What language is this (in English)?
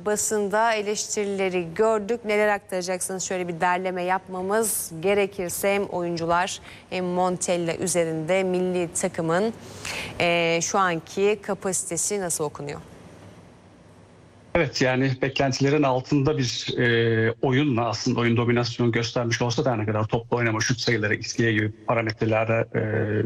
Turkish